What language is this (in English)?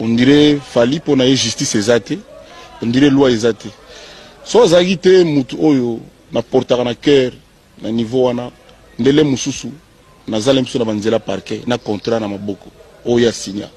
Lingala